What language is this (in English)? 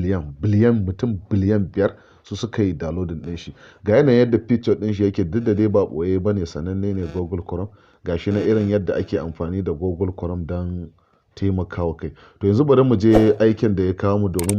Hausa